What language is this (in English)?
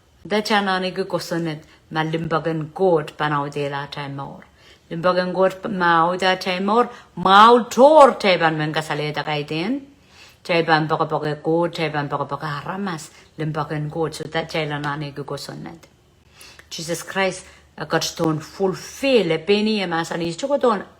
Pohnpeian